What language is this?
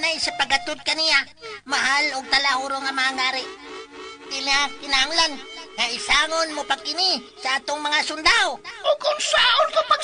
Cebuano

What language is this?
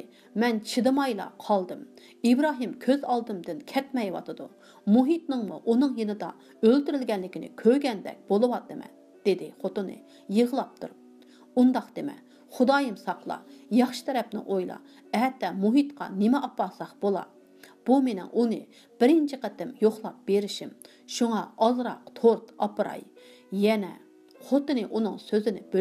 Uyghur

